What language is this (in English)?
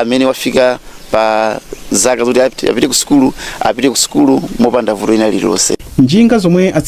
Nyanja